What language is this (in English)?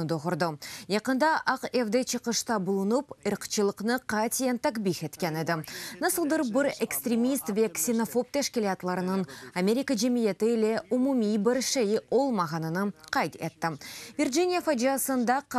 Crimean Tatar